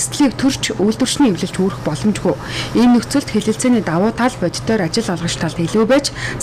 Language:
Mongolian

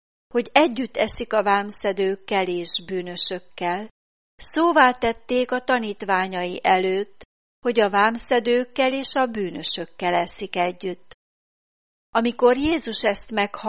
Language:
Hungarian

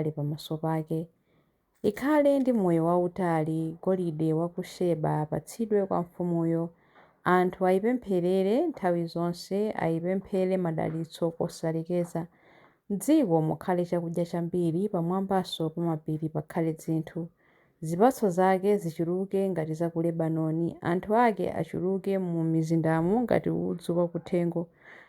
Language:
Nyanja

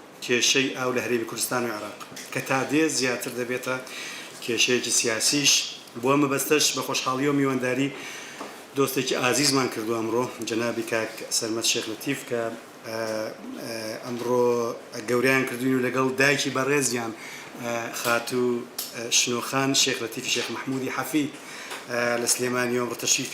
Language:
Central Kurdish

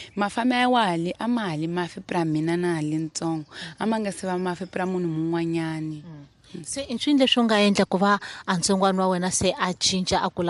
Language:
Tsonga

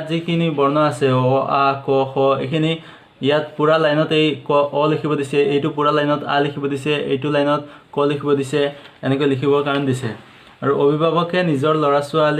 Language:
Assamese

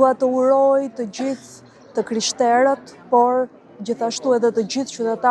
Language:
Albanian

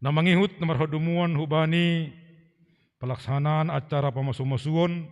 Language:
Batak Simalungun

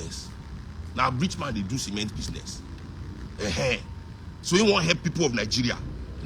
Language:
Nigerian Pidgin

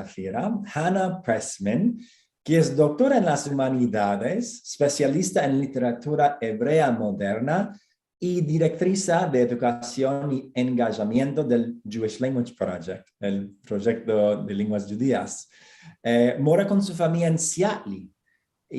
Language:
Ladino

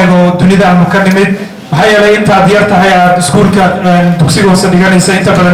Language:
Somali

